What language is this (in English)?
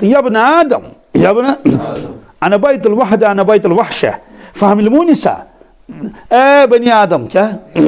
Kashmiri